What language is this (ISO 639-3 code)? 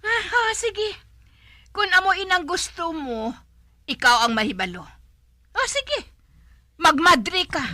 hil